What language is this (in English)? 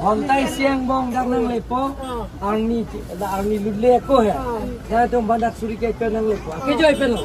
Karbi